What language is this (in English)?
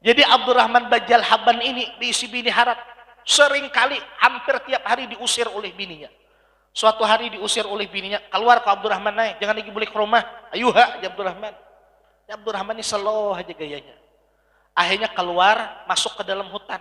Banjar